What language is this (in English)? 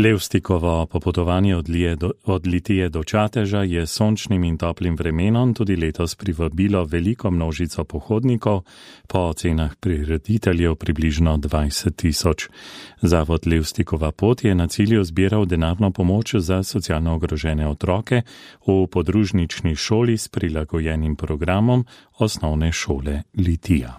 Slovenian